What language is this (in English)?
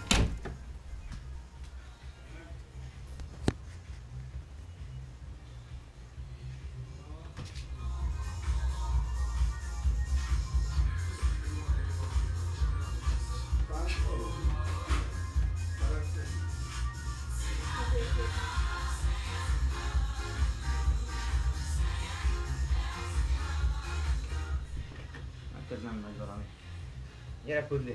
Hungarian